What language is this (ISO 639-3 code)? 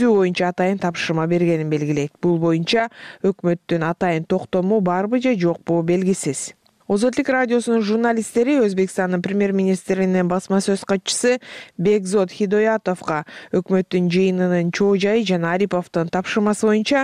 kir